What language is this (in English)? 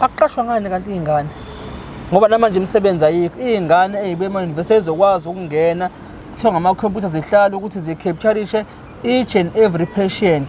Zulu